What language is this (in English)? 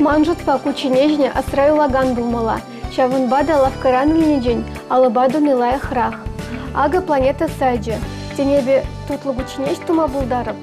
Chuvash